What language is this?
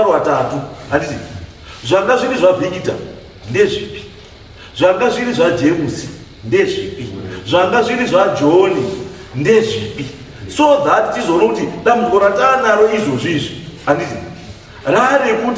Shona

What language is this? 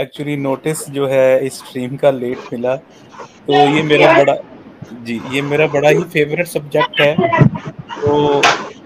Urdu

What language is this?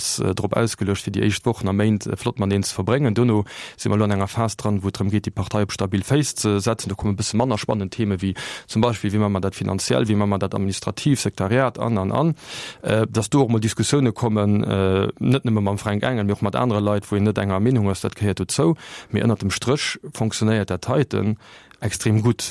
Luxembourgish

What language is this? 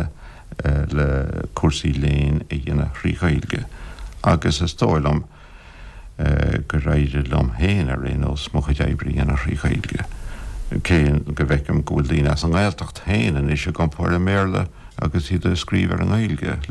Irish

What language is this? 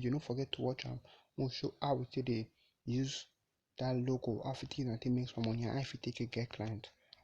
Nigerian Pidgin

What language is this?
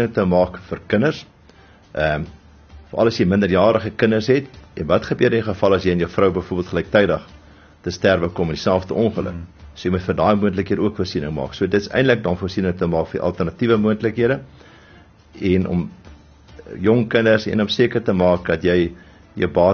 Afrikaans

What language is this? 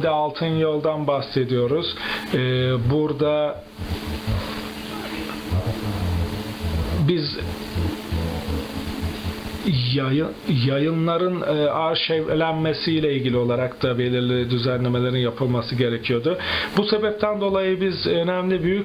Turkish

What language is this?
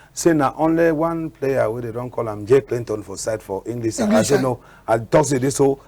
Cameroon Pidgin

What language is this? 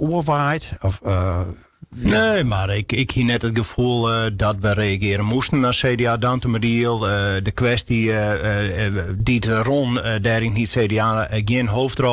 Western Frisian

